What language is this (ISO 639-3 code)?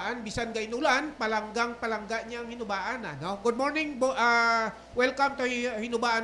hil